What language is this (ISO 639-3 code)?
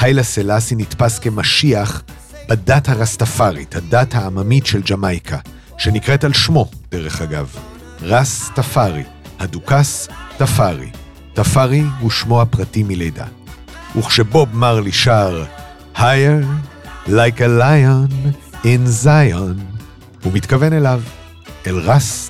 heb